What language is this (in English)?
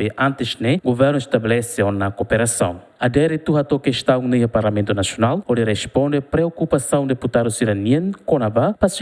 Tetum